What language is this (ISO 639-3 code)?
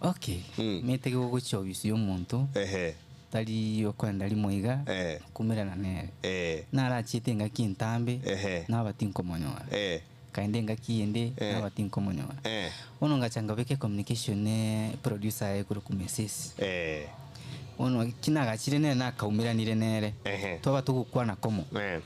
guz